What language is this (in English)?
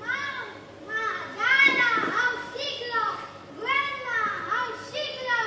Konkani